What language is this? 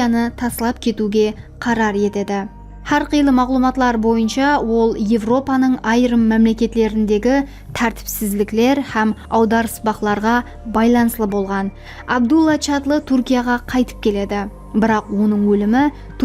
Kara-Kalpak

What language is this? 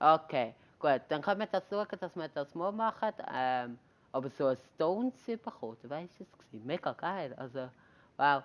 Swiss German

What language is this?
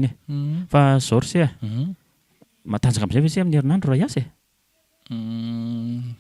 Malagasy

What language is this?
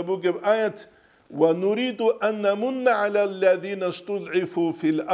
Avaric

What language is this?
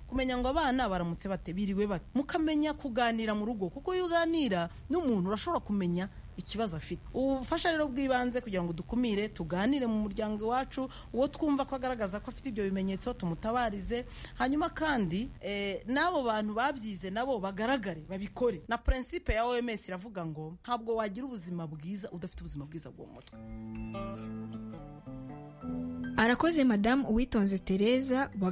Kinyarwanda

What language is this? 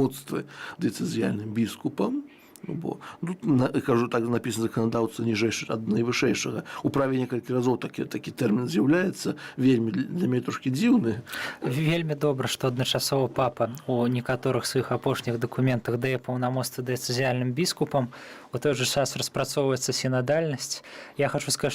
Belarusian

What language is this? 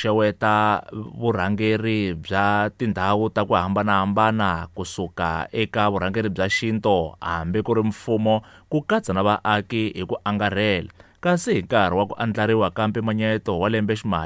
Tsonga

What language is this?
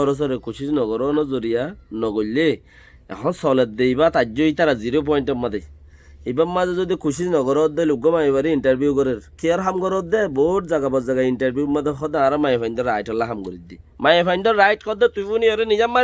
Rohingya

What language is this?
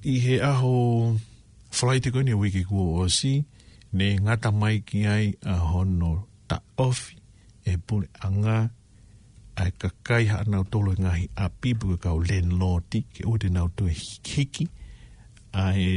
Tongan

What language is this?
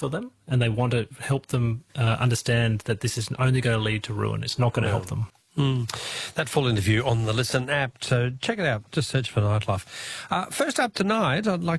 English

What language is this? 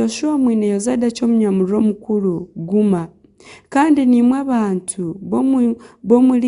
Nyankole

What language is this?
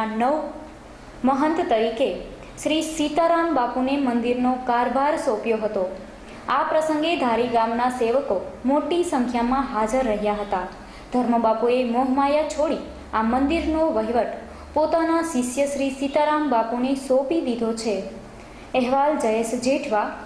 Gujarati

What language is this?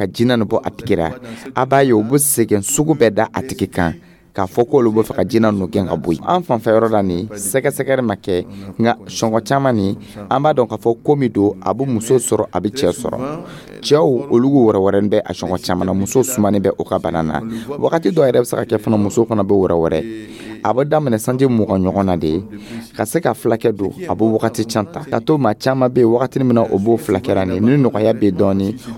Dyula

